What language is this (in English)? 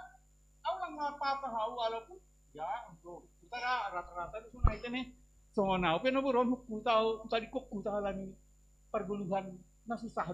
Batak Simalungun